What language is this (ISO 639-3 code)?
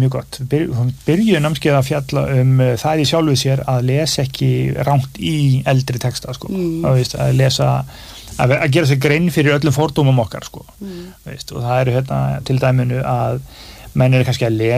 isl